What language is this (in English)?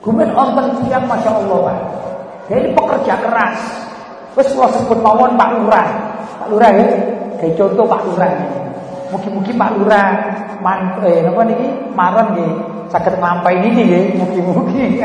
Javanese